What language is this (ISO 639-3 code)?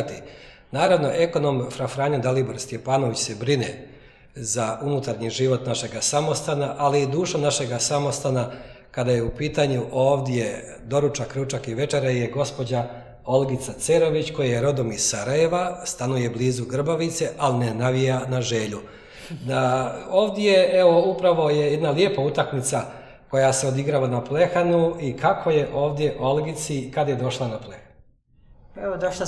bos